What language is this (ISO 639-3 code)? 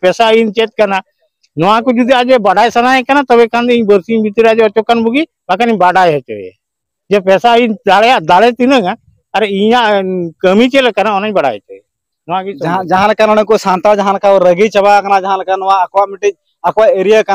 sat